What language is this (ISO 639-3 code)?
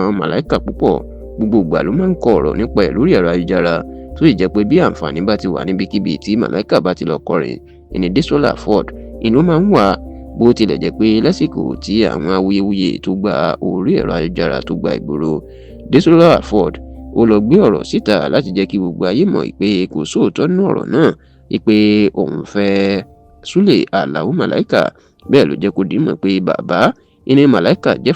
yor